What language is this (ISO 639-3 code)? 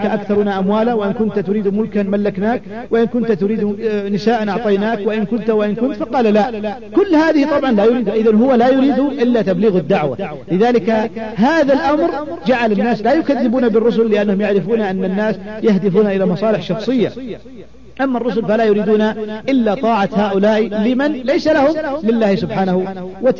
ara